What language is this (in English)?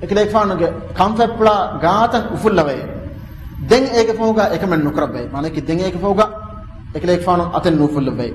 Divehi